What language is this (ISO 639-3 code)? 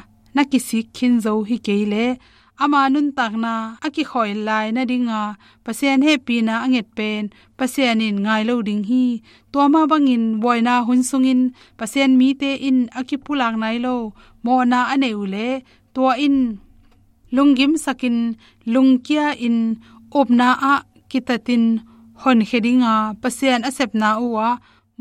ctd